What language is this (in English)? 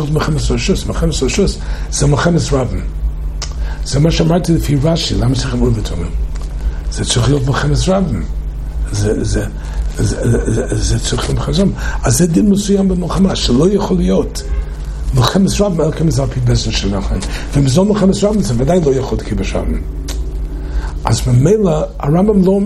Hebrew